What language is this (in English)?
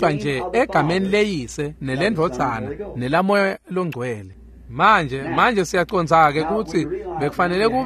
Swati